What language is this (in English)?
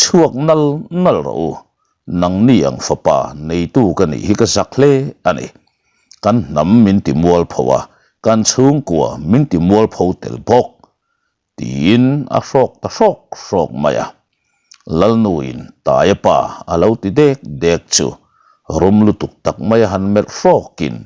Mizo